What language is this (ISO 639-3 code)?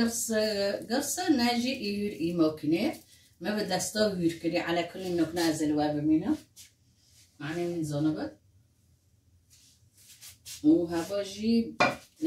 fas